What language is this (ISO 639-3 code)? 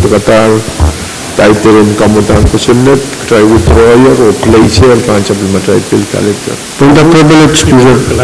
pon